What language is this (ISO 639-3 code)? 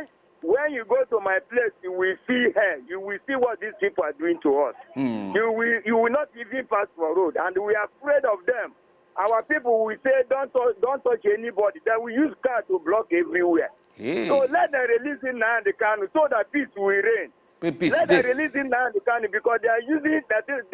pcm